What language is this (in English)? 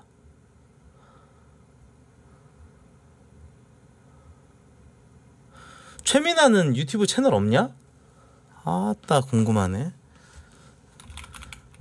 Korean